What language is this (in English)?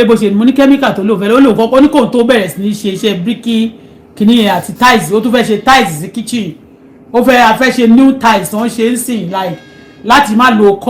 Yoruba